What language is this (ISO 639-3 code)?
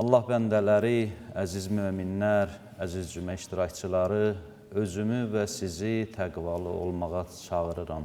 aze